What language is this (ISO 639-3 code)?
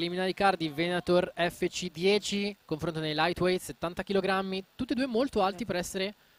ita